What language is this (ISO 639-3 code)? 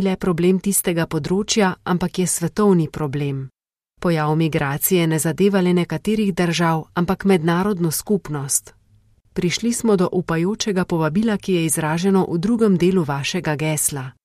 slv